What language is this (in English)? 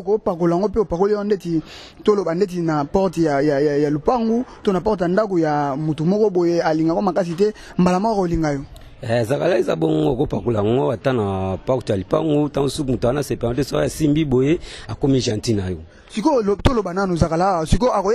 Lingala